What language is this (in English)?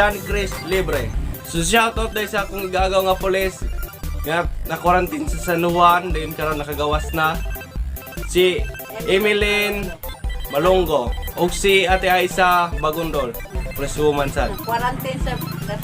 Cebuano